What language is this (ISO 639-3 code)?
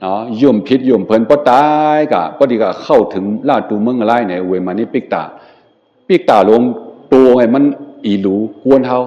shn